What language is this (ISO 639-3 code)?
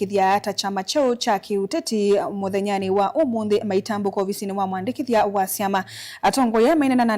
kam